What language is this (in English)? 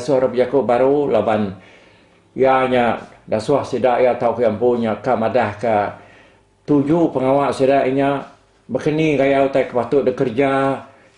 Iban